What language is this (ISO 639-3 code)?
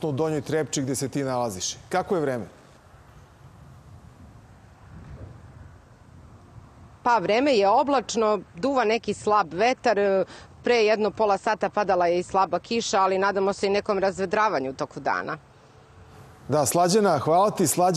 srp